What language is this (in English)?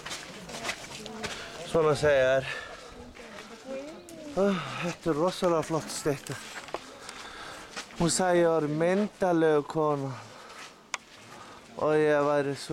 Icelandic